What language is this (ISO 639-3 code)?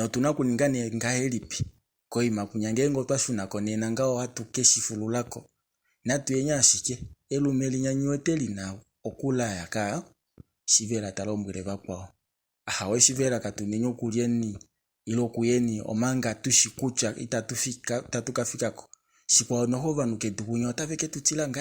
kua